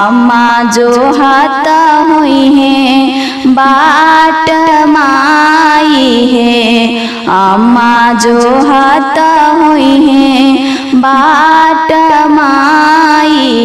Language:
Bhojpuri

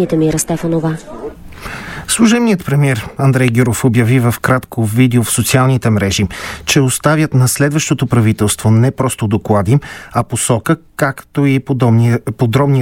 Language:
Bulgarian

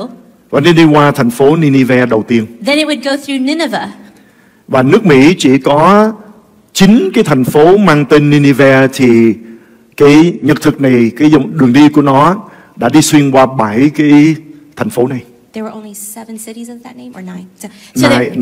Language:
Vietnamese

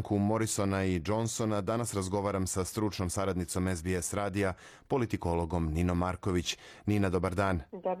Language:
Serbian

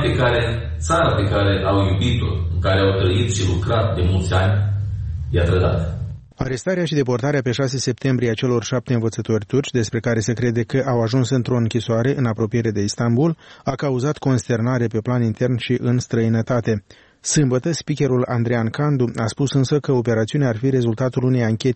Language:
Romanian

